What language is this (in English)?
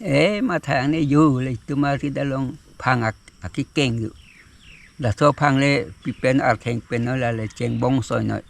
Karbi